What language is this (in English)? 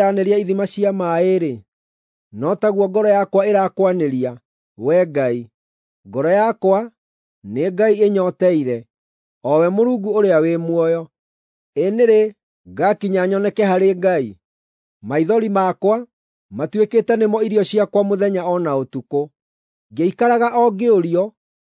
Kikuyu